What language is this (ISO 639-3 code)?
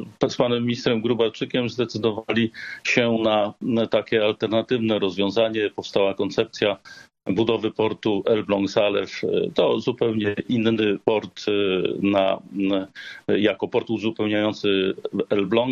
pol